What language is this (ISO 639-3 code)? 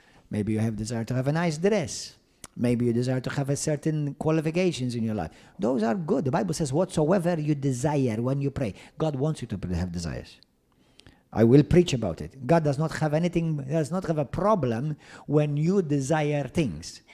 eng